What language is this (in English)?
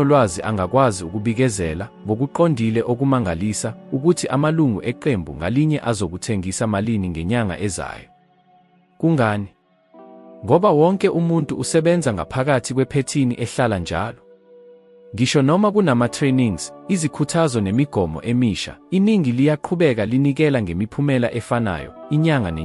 Zulu